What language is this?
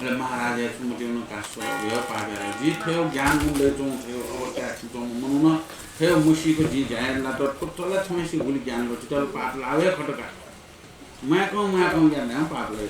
Newari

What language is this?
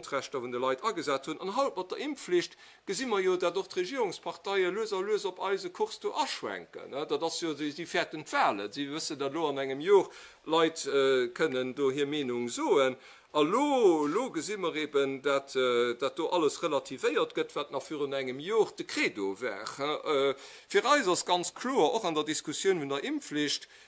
Luxembourgish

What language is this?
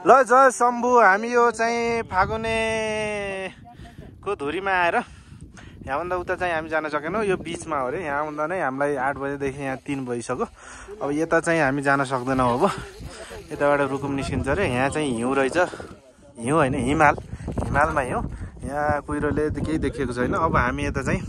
Nepali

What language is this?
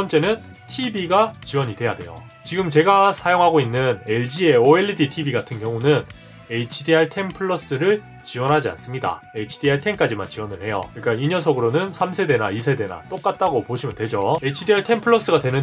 Korean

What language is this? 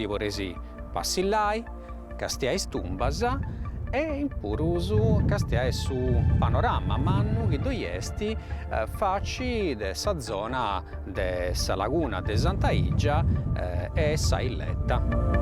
Sardinian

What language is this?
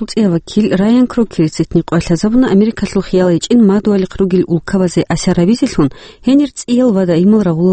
Avaric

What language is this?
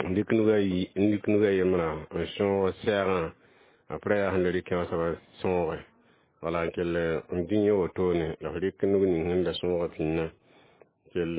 Mossi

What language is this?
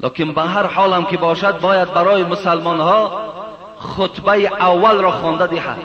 Persian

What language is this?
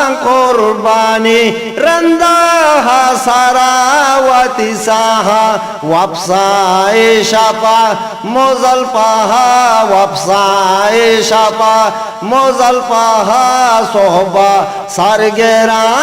Eastern Balochi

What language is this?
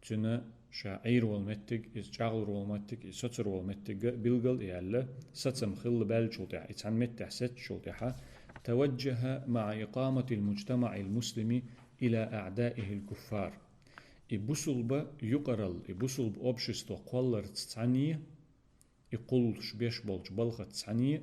Chechen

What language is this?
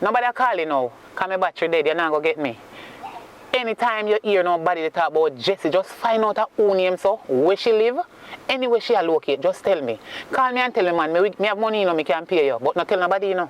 Jamaican Creole English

